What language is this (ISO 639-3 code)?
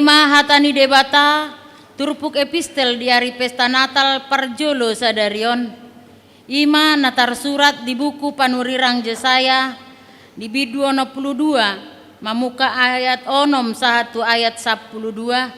bbc